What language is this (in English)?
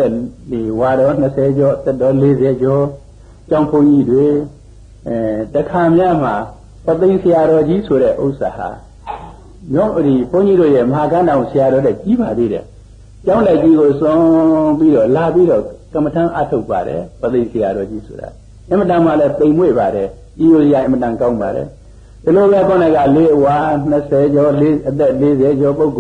Burmese